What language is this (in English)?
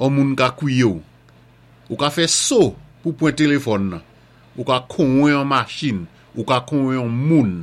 Saint Lucian Creole French